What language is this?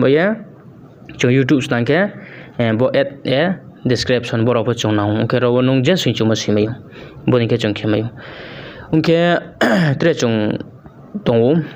Riang (India)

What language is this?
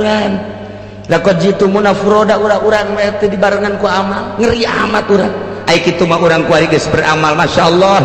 Sundanese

